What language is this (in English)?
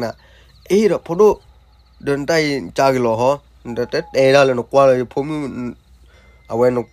S'gaw Karen